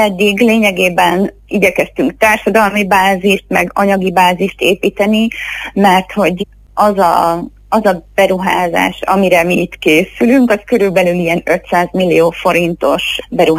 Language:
Hungarian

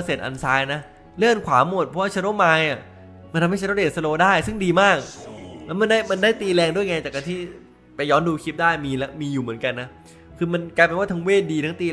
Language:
Thai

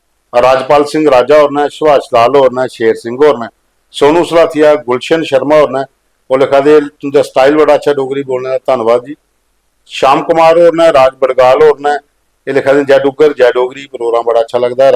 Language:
Dogri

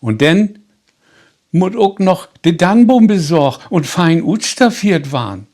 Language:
Low German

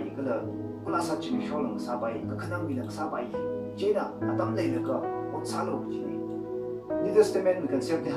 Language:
Tangkhul Naga (India)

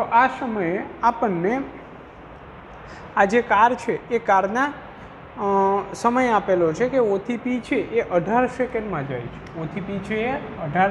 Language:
Gujarati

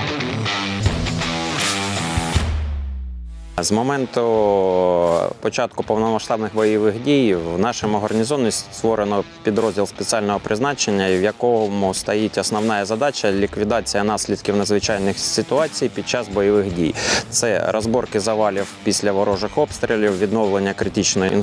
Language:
Ukrainian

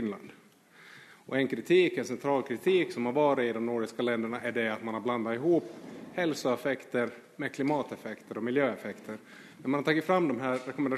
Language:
Swedish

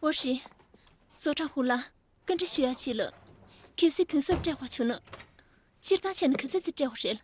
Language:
Tibetan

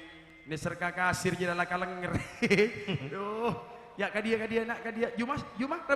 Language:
Madurese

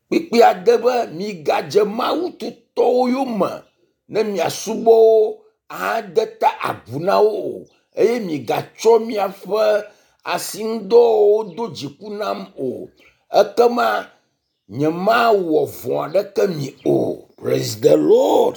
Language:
Ewe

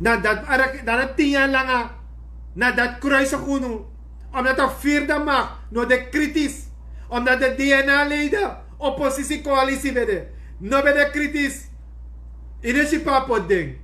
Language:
Sranan Tongo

